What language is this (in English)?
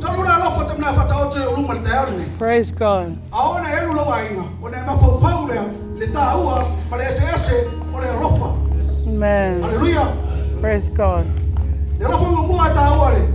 Samoan